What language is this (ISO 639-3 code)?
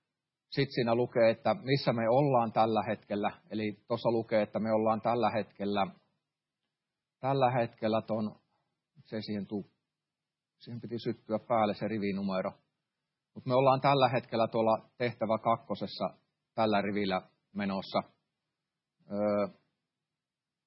fin